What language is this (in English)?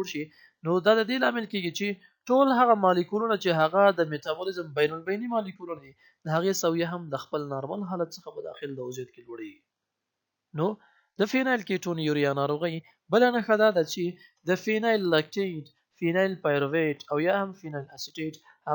Pashto